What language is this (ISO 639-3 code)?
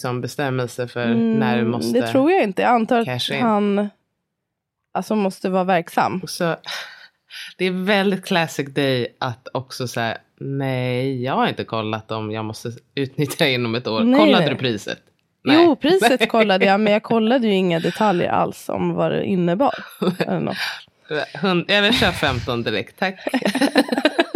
swe